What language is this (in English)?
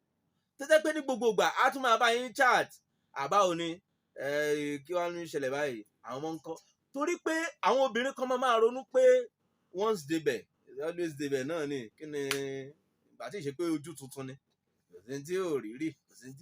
Yoruba